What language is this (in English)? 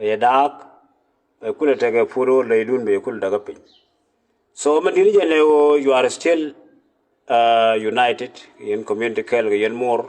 Nuer